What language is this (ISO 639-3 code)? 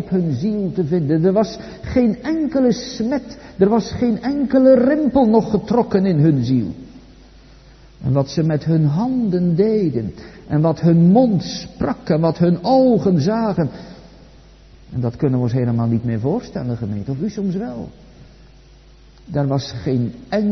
nld